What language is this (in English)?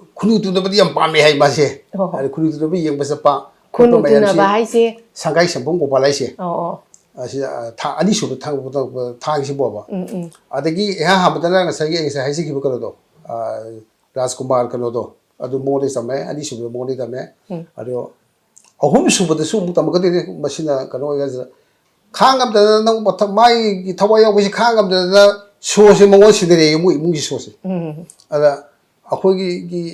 Manipuri